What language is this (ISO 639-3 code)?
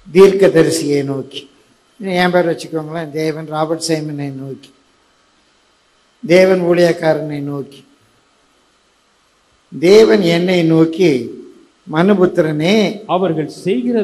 tam